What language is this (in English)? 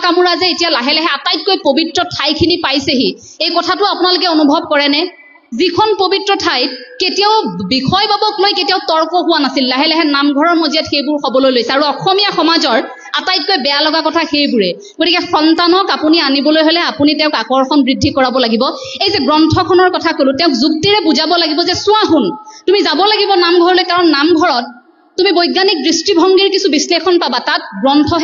Assamese